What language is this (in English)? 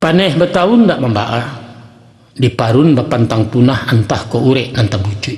Minangkabau